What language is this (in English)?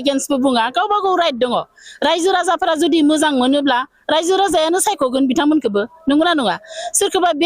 Bodo